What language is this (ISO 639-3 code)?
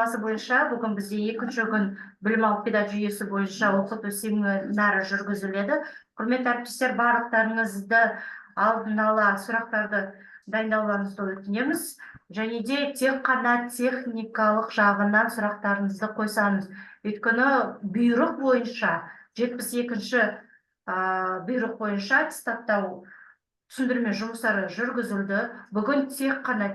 kaz